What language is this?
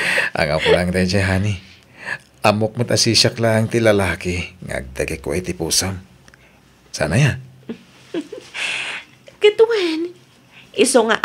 Iloko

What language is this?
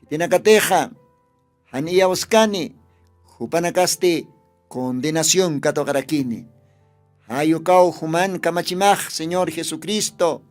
Aymara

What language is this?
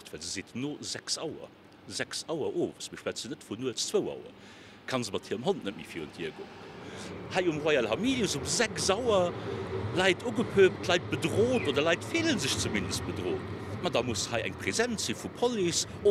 Luxembourgish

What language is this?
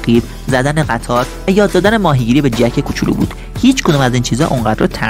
Persian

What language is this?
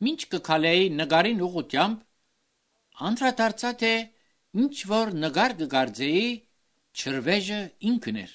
Armenian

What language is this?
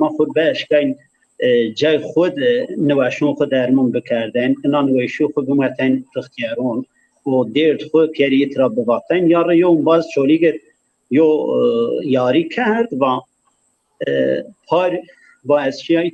Zaza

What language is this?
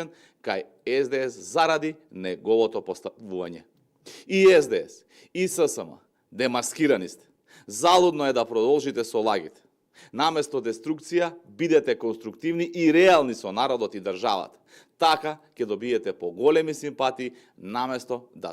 Macedonian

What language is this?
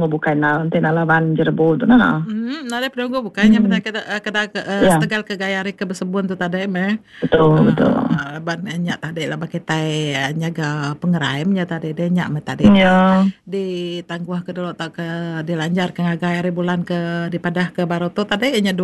Iban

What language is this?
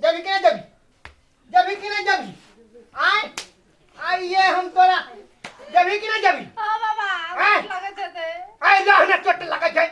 Maithili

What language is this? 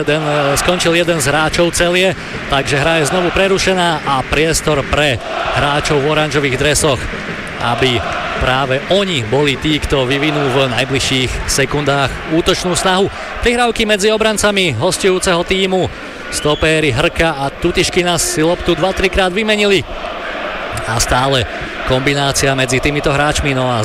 Slovak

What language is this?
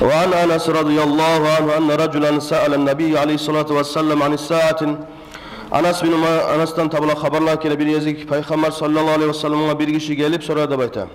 Kumyk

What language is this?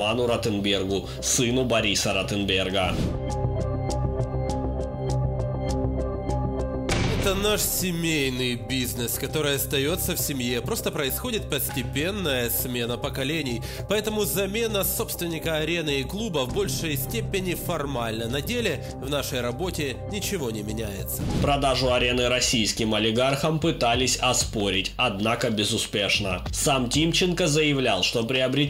Russian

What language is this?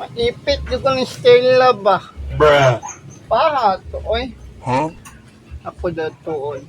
Cebuano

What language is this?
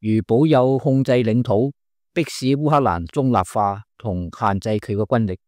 Cantonese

